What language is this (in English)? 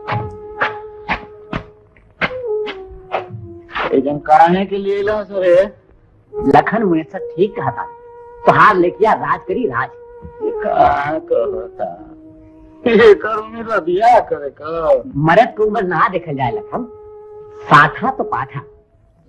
Bhojpuri